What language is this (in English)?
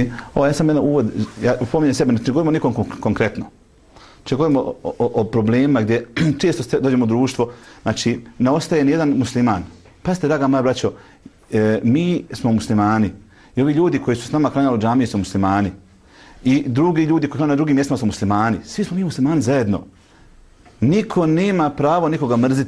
Bosnian